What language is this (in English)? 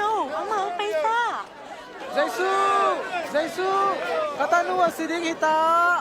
Tedim Chin